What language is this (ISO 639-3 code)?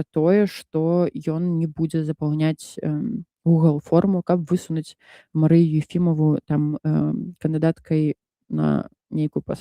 bel